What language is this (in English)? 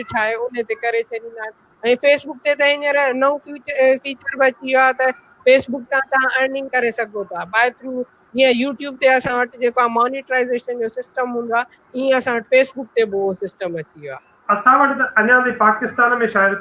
Sindhi